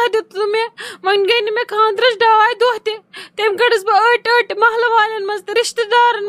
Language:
Kashmiri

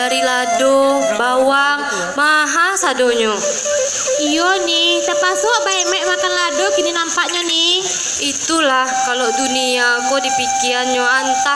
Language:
Minangkabau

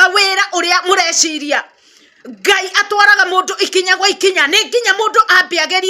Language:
Kikuyu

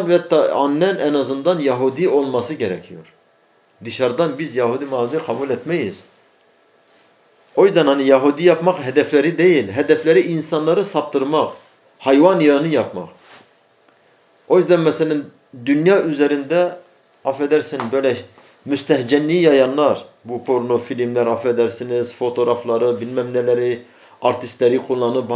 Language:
Turkish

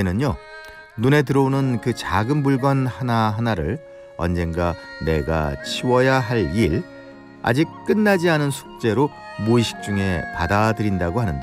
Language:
Korean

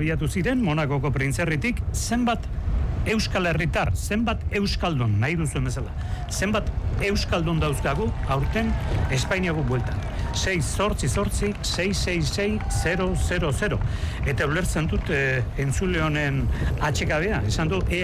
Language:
Basque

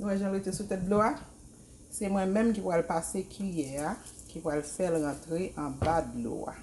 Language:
Haitian Creole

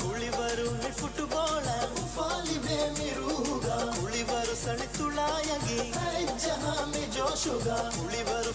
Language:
Divehi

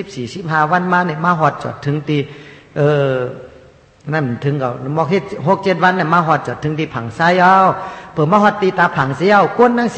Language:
Shan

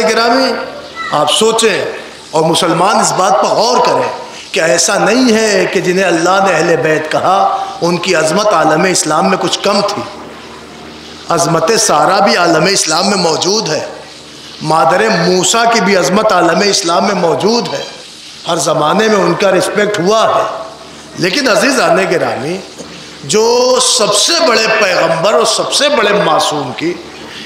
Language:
Urdu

